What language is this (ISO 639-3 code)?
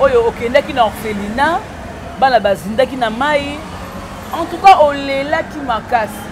lin